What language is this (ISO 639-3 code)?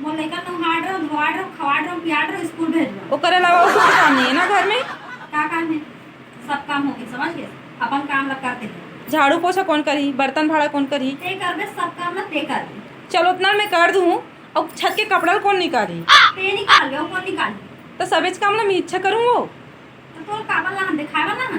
hne